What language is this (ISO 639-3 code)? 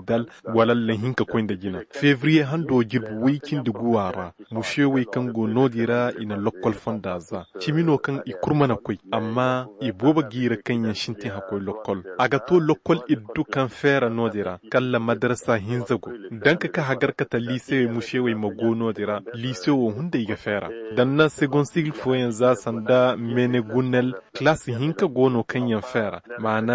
ses